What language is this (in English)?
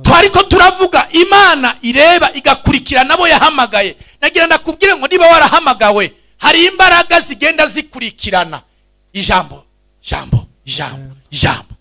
Rundi